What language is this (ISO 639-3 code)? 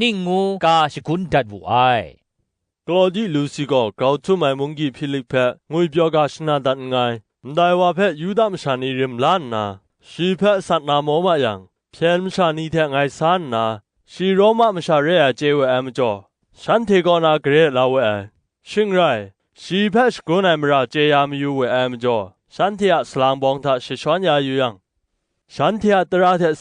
kac